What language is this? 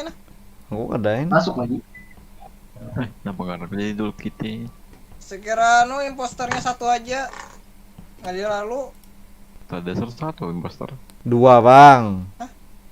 Banjar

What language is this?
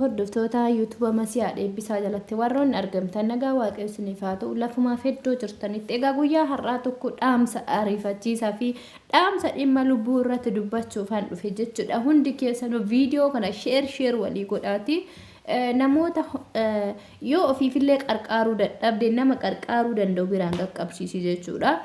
Oromo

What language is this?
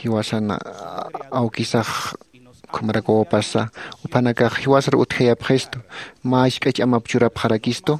Aymara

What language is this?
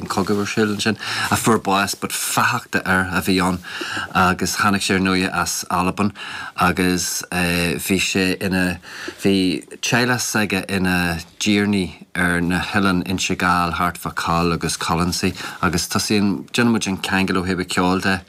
Irish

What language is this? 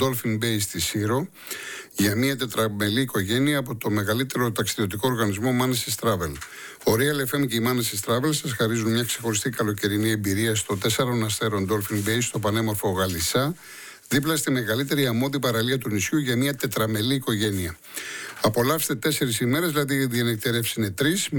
Greek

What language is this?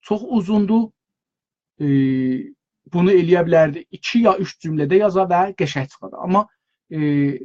South Azerbaijani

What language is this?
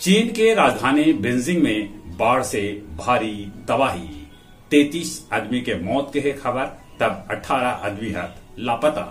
Magahi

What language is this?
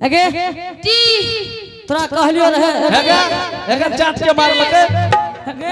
Angika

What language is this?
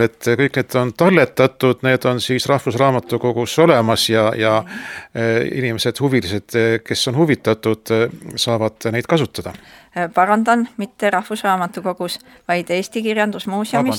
Estonian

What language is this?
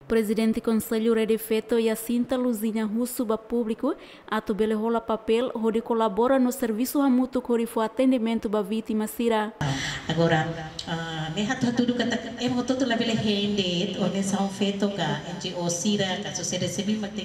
Tetum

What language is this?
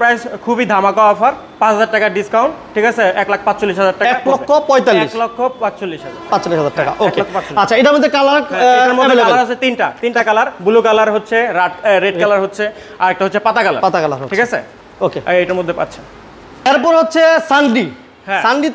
Bangla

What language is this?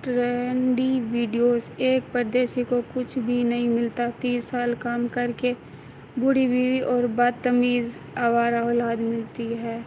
Saraiki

